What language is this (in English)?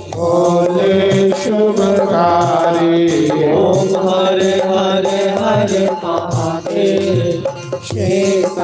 Dogri